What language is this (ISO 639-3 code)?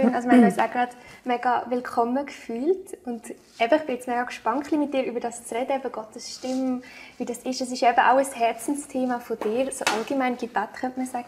gsw